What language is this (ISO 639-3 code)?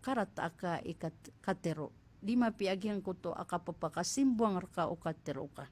mrw